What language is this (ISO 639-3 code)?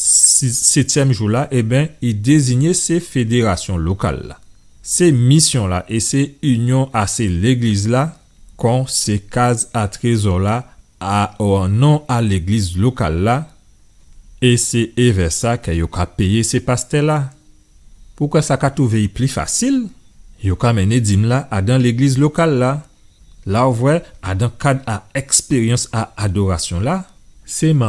gcf